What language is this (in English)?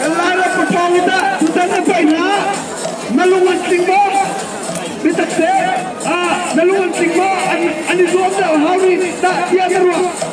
Hakha Chin